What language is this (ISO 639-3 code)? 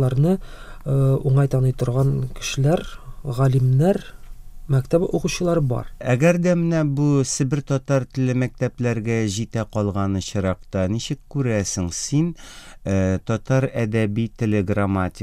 tat